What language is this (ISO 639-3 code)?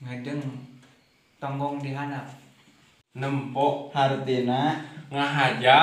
sun